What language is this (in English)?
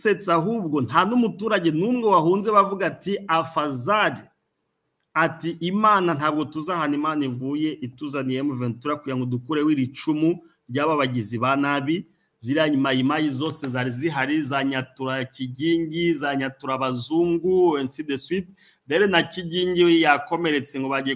Kinyarwanda